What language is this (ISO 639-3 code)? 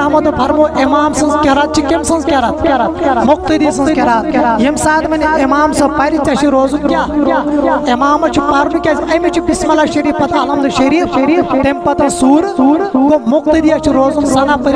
kas